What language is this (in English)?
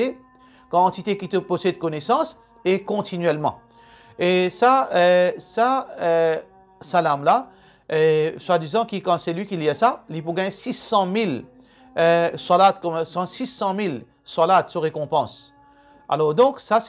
Morisyen